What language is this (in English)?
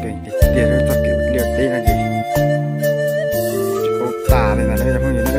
Hmong